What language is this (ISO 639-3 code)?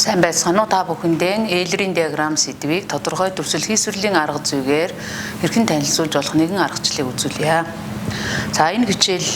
mon